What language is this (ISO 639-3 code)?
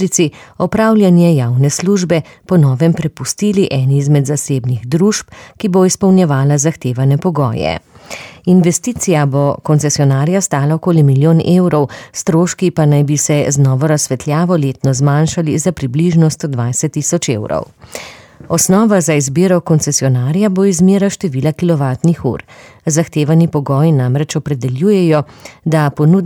slv